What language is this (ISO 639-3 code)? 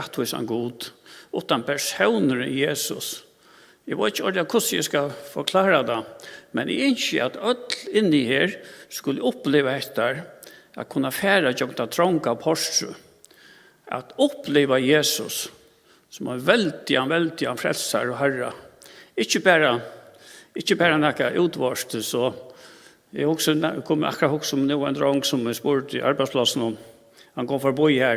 fao